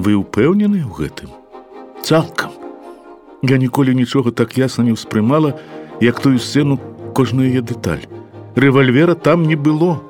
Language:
Belarusian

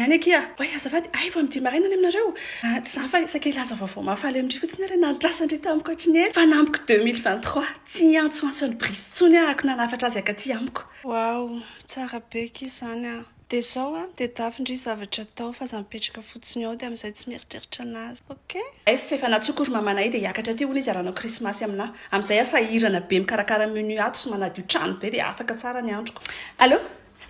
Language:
Malagasy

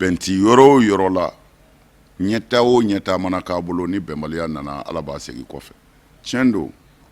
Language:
Bambara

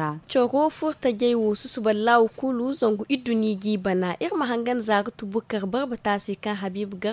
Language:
Zarma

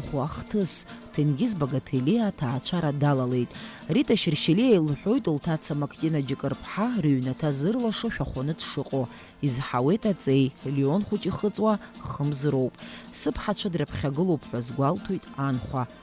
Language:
Abkhazian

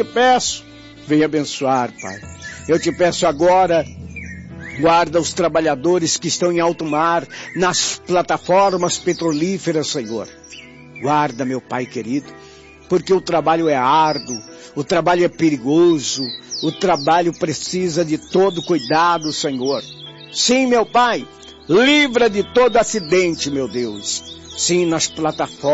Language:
Portuguese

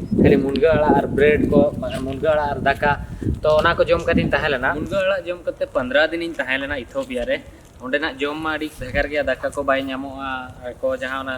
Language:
Santali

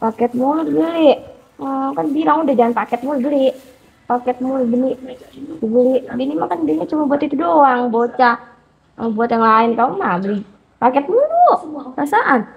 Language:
Betawi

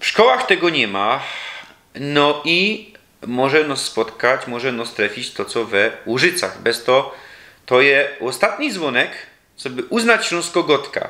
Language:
Silesian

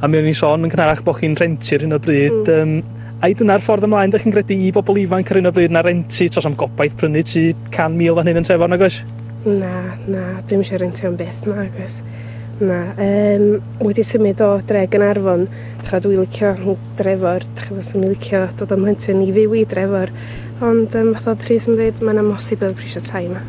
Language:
Welsh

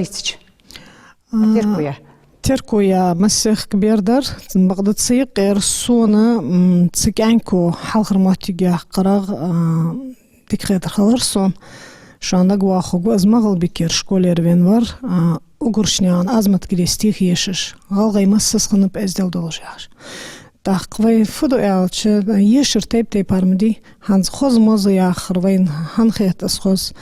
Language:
Ingush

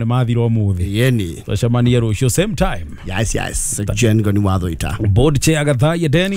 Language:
Kikuyu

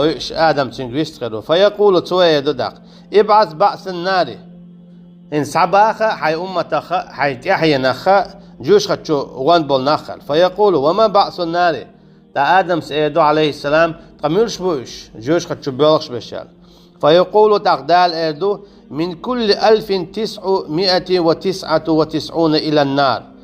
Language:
Chechen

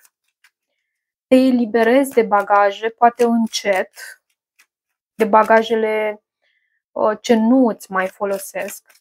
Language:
Romanian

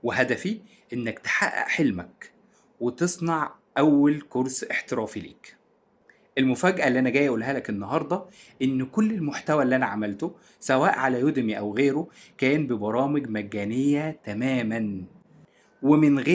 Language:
Egyptian Arabic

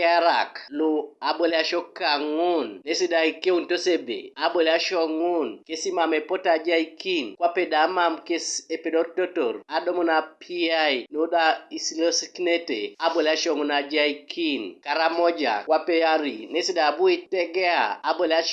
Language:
Teso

